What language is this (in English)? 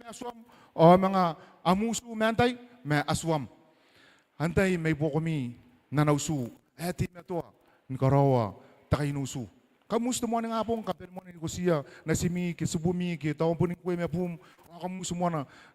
Gilbertese